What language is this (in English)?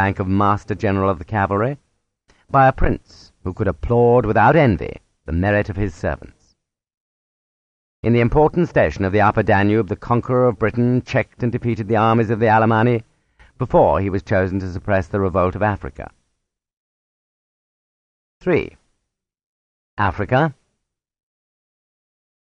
English